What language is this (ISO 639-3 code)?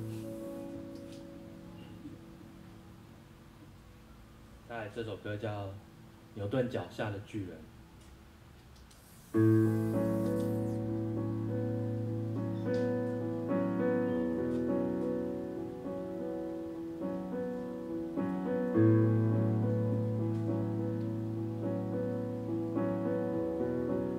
zho